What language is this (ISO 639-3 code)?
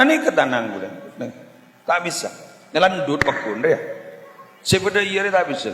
mad